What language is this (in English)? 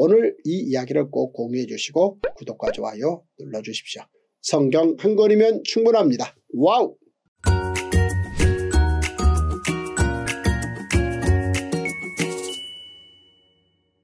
Korean